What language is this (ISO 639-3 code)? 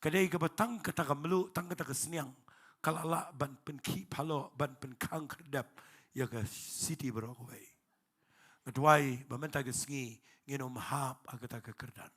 kha